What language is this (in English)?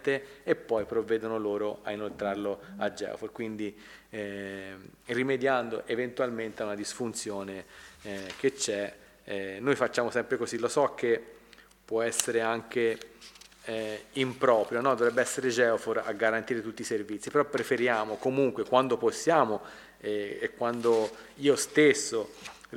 Italian